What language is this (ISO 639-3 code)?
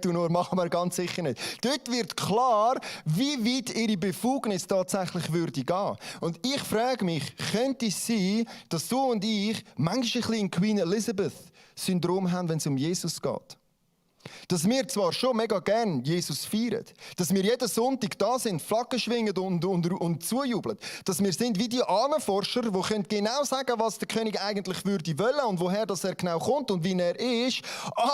gsw